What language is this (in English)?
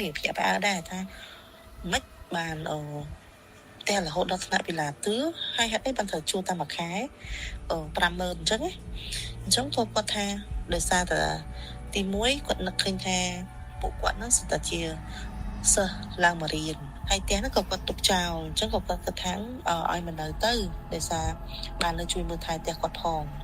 Khmer